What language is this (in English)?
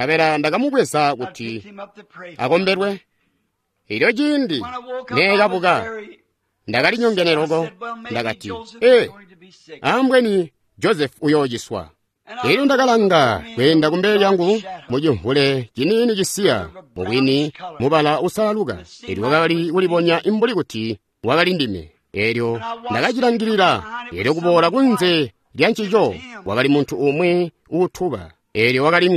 Tonga (Zambia)